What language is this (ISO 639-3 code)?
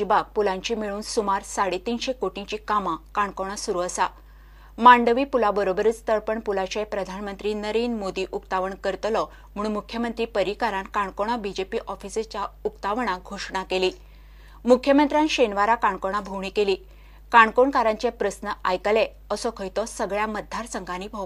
kok